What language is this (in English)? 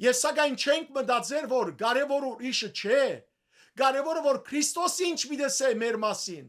Western Armenian